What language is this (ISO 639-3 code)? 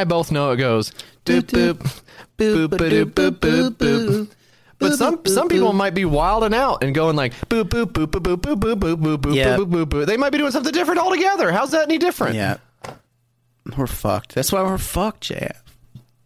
eng